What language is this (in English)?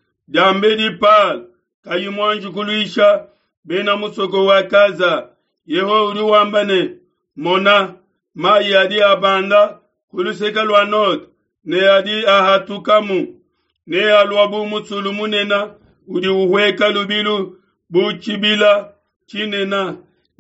Luba-Lulua